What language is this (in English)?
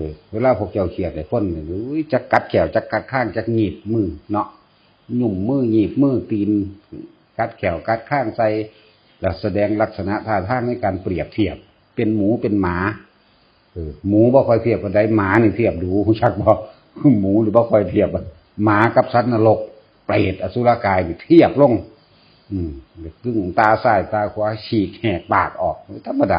Northeastern Thai